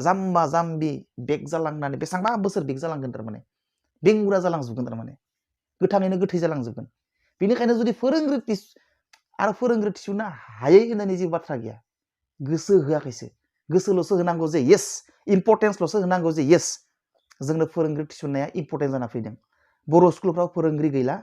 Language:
Bodo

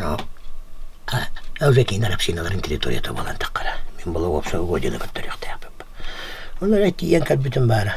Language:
Yakut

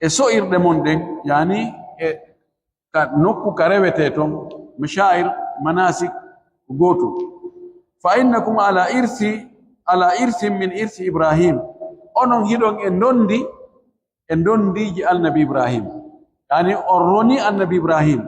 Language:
Fula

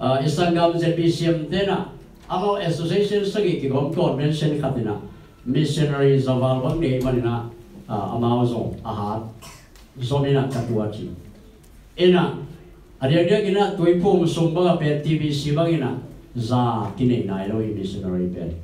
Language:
Tedim Chin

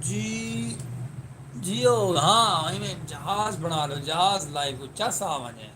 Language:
Saraiki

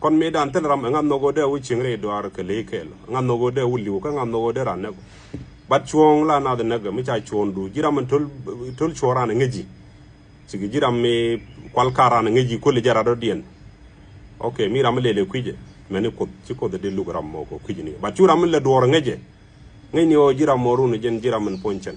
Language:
Nuer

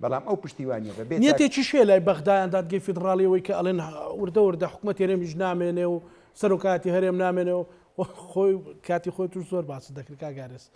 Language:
Central Kurdish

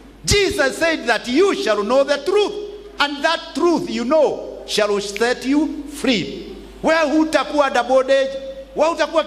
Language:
Swahili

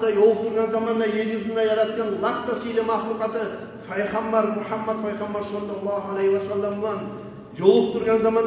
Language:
Kumyk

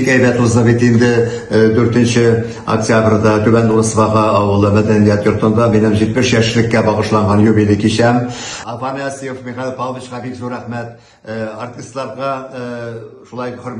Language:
Tatar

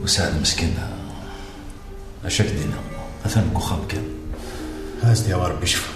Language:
Kabyle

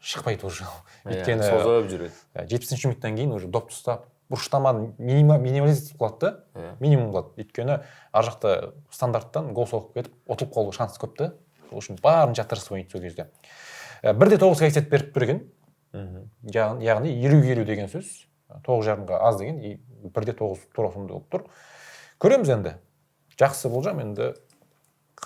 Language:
Kazakh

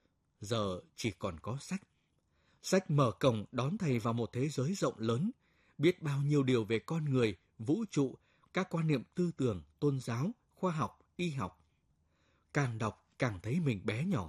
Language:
Vietnamese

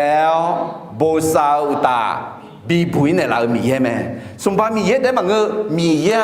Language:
Akha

